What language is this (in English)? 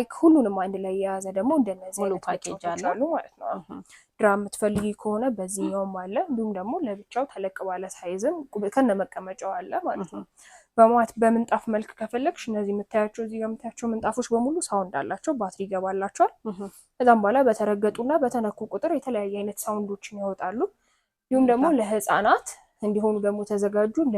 Amharic